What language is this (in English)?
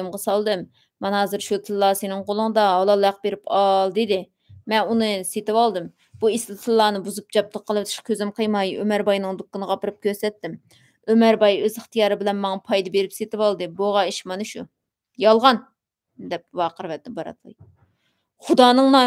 Uyghur